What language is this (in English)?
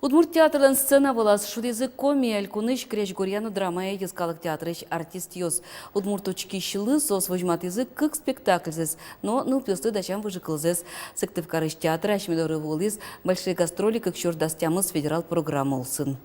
Udmurt